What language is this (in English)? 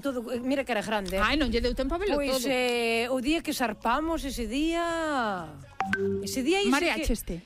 Galician